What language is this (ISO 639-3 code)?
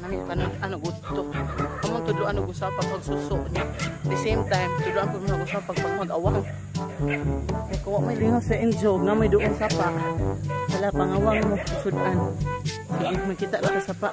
ceb